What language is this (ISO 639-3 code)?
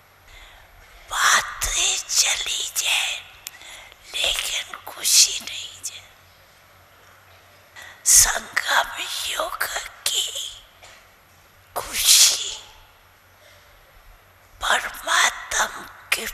hin